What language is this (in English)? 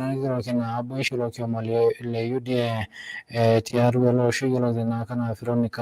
Masai